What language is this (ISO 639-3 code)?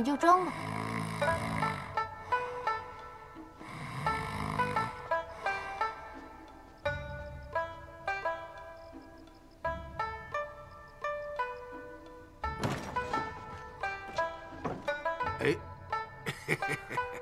zho